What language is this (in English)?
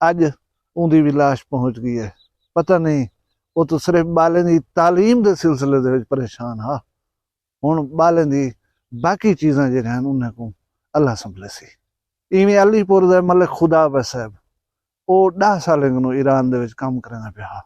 Saraiki